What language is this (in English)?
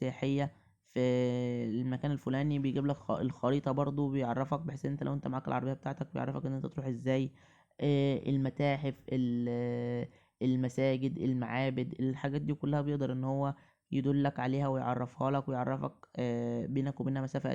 Egyptian Arabic